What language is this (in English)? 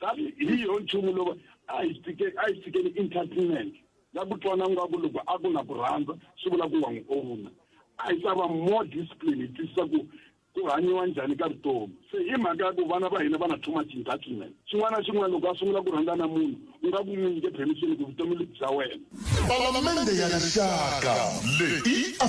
Tsonga